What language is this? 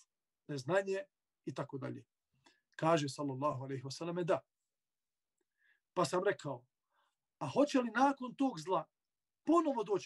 Bosnian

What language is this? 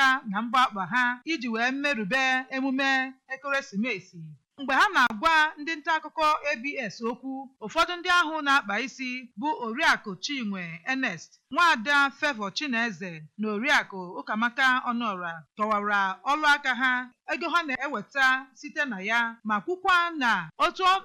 Igbo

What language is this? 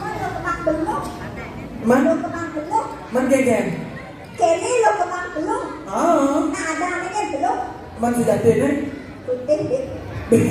Balinese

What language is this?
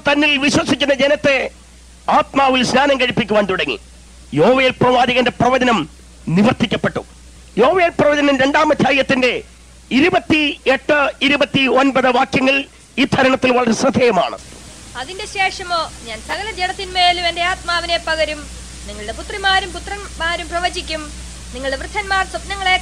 Malayalam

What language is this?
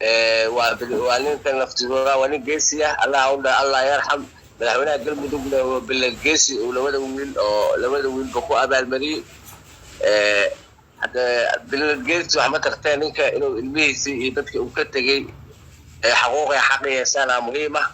Somali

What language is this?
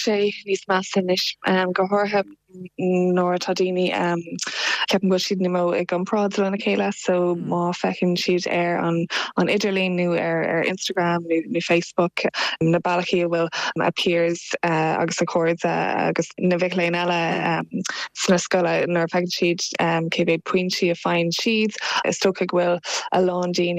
Irish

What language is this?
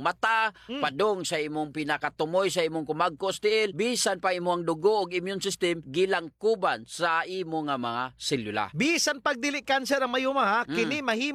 Cebuano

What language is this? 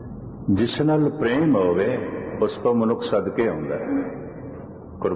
Punjabi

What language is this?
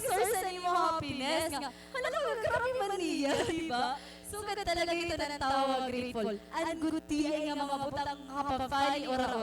Waray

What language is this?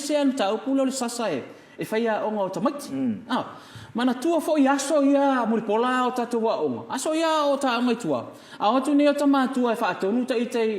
Samoan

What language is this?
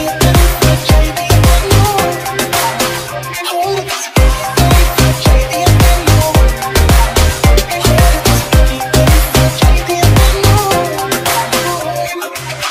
Hindi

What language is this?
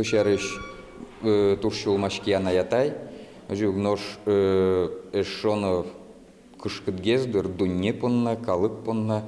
Udmurt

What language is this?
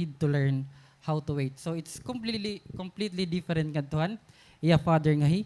Waray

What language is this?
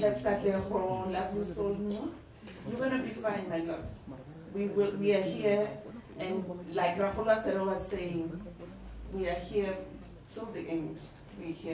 Northern Sotho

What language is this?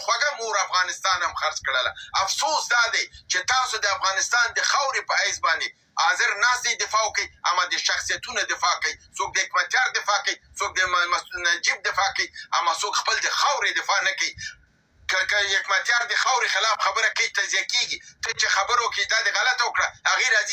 Pashto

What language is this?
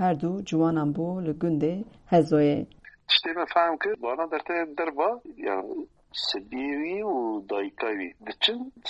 Kurdish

